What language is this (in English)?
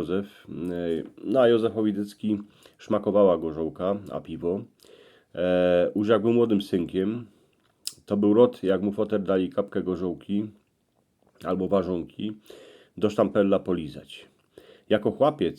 Silesian